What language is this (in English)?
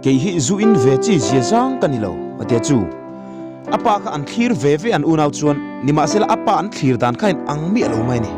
Mizo